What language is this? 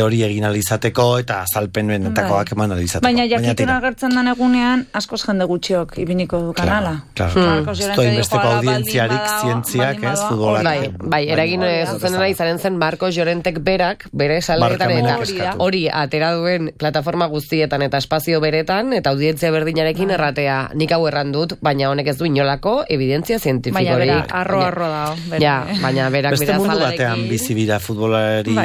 Basque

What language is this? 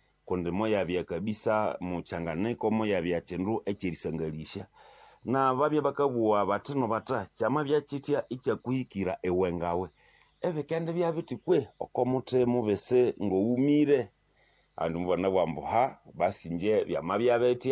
Nande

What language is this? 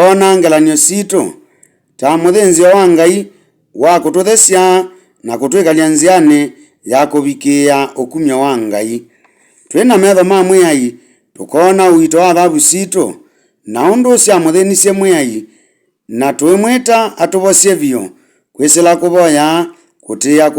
Kamba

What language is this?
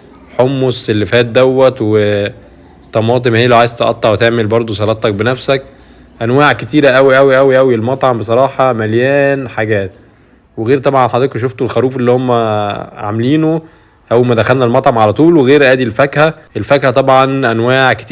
Egyptian Arabic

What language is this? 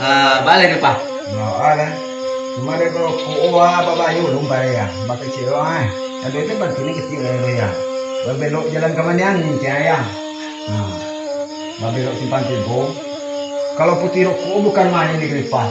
Minangkabau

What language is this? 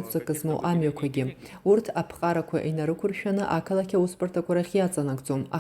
Abkhazian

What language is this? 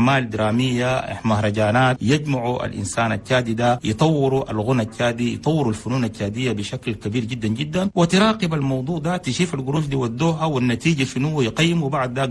Chadian Arabic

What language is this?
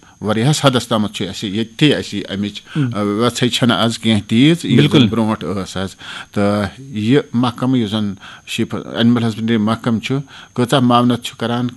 Kashmiri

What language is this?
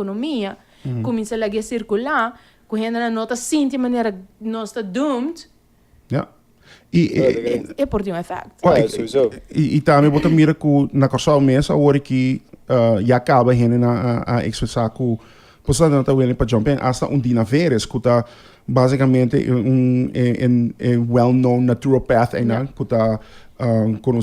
Papiamento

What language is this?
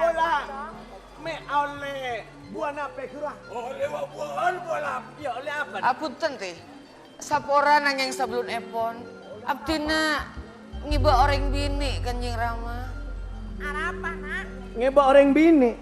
Madurese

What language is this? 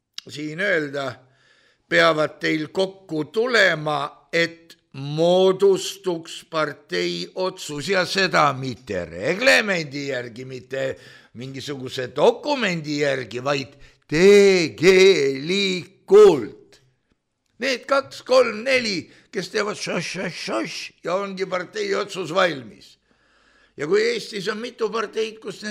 Estonian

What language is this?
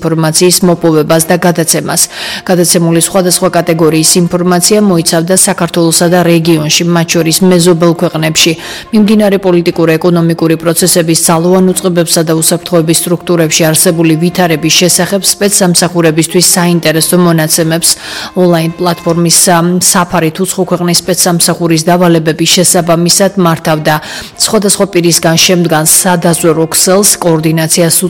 Georgian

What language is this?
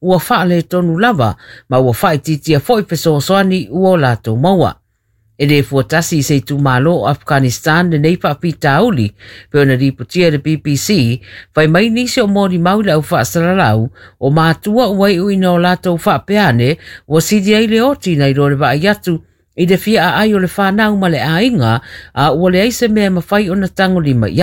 Samoan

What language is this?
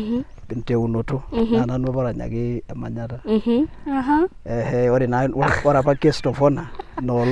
Masai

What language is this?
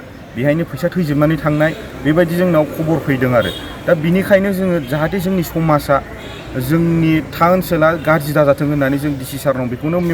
Bodo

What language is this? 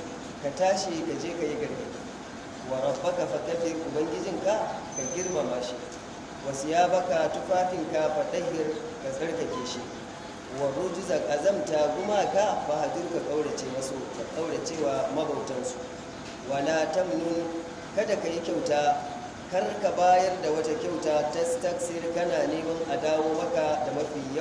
Hausa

